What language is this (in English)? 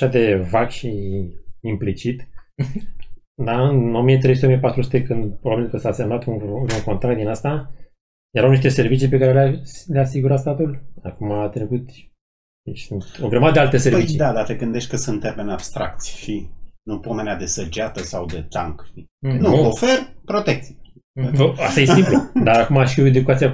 Romanian